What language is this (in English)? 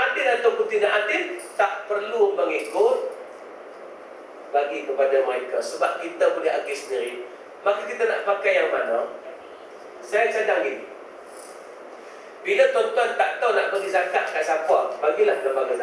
Malay